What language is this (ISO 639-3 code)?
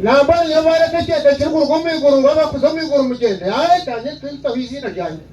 nyn